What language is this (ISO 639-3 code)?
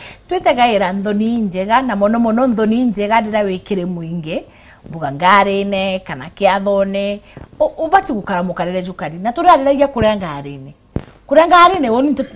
mer